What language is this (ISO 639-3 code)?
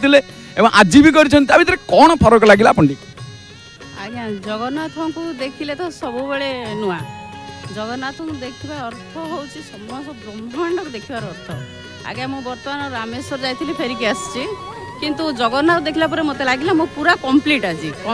ori